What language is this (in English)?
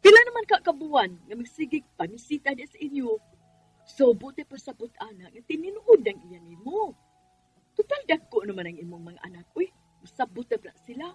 Cebuano